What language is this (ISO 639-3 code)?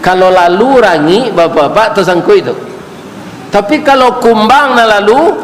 min